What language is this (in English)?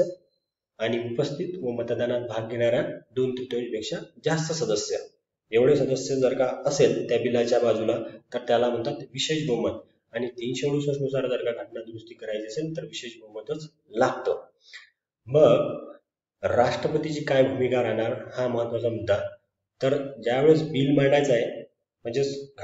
Marathi